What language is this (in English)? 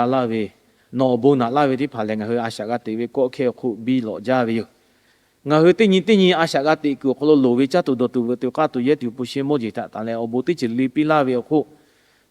Lahu